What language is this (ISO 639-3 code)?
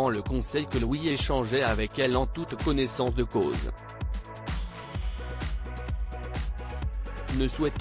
fra